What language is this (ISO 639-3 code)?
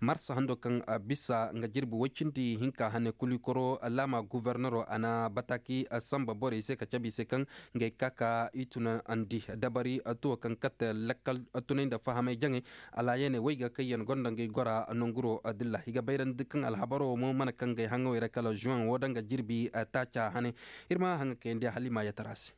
ses